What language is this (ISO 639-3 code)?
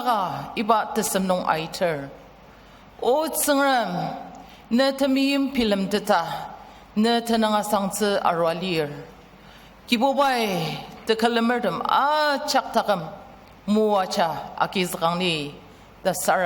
njo